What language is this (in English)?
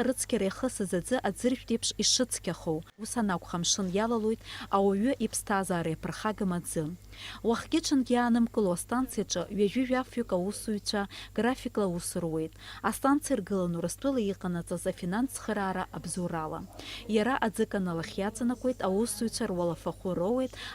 Abkhazian